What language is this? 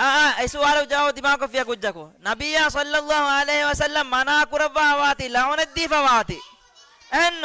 Divehi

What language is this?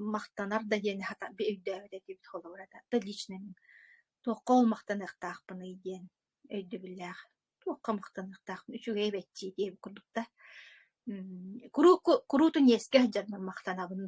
Yakut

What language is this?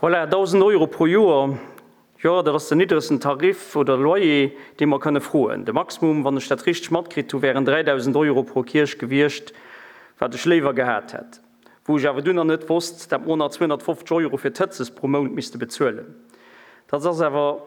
Luxembourgish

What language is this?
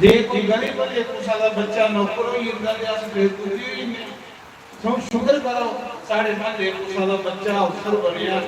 Dogri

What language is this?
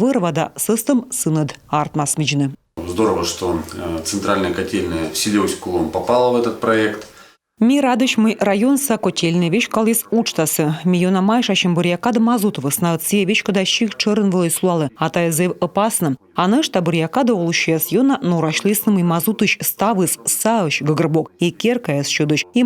Komi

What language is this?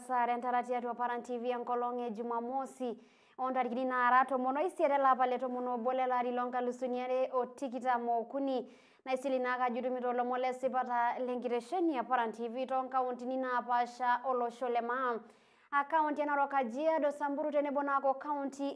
Masai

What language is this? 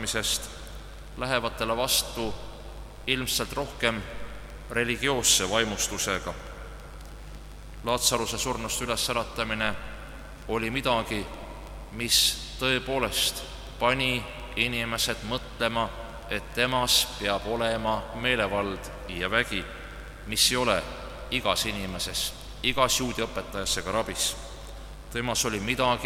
Estonian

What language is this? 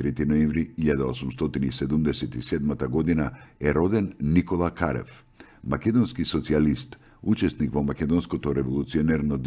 Macedonian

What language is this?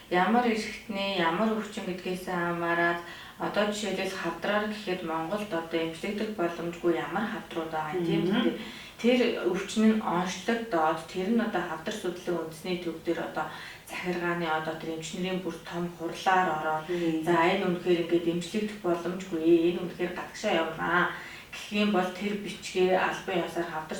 Mongolian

